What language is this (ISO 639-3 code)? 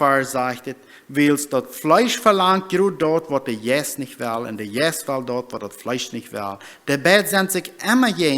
pdt